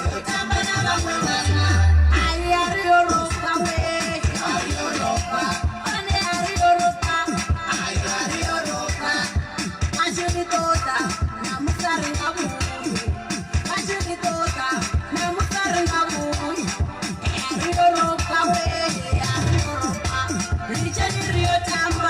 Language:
Venda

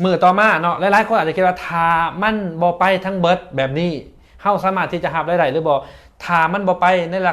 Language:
Lao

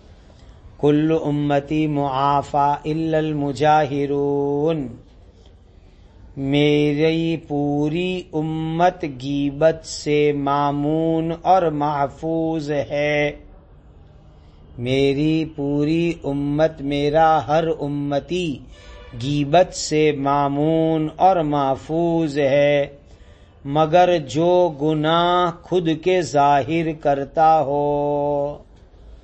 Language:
Urdu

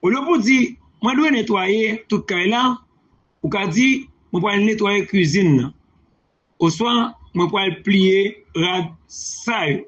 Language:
Haitian Creole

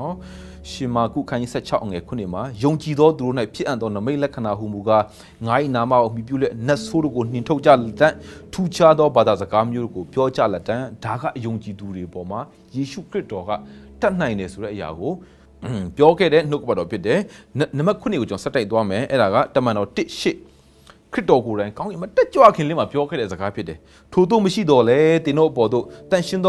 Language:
Burmese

